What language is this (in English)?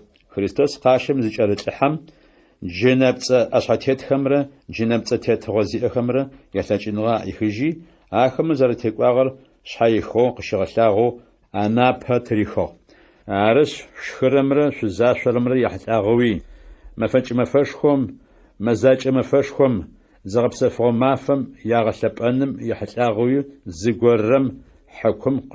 Adyghe